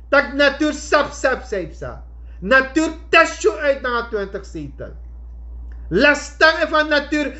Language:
Sranan Tongo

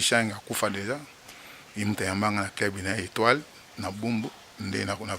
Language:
Lingala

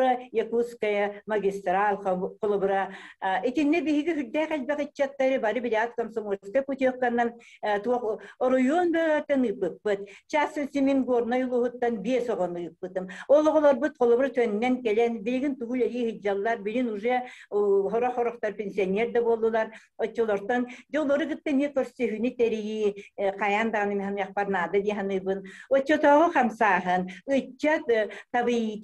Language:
Yakut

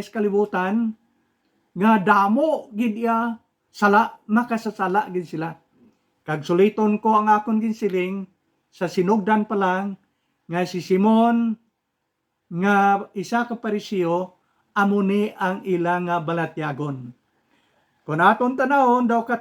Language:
Hiligaynon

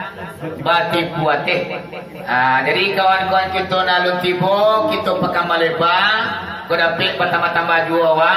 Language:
Minangkabau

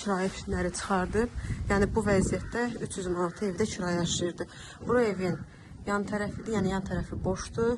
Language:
Azerbaijani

